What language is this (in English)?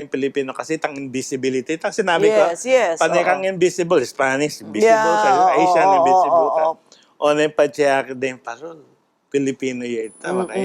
Pampanga